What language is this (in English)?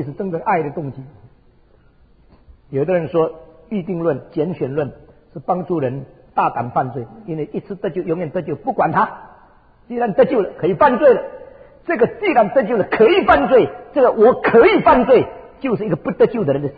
Chinese